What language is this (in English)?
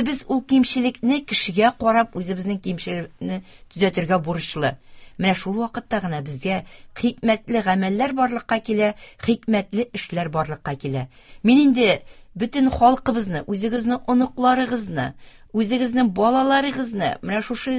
Tatar